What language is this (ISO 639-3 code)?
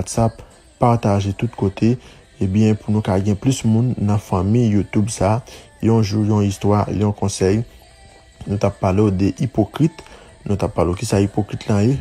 hat